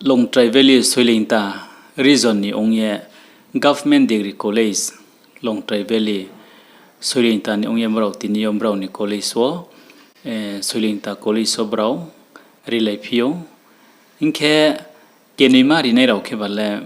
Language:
Riang (India)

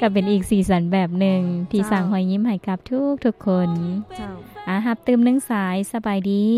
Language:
Lao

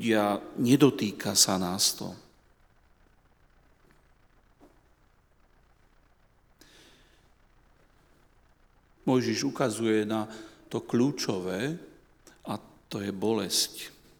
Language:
Slovak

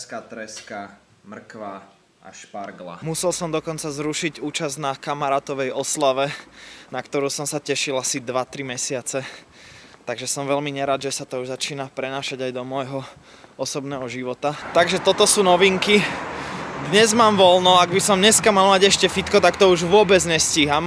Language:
Slovak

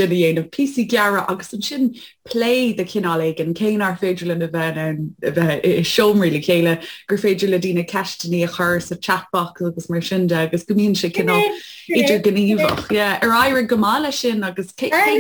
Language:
Irish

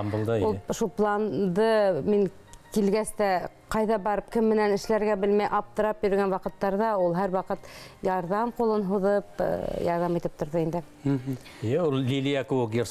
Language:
Bashkir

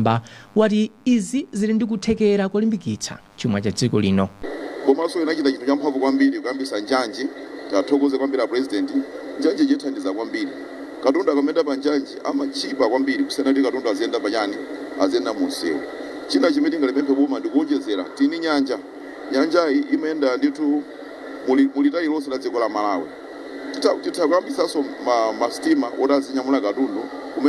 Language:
Nyanja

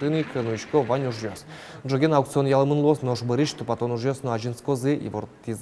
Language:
Udmurt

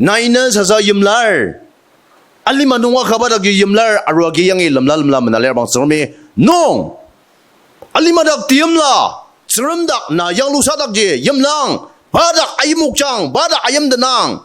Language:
Ao Naga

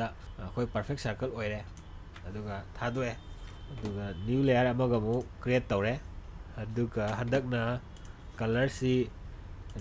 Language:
Manipuri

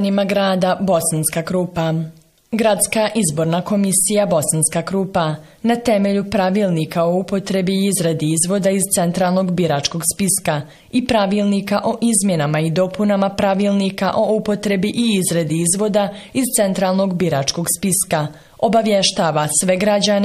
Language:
Bosnian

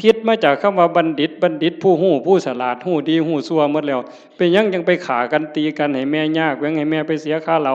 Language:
Northeastern Thai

